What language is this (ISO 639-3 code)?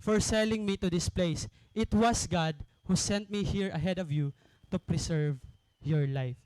war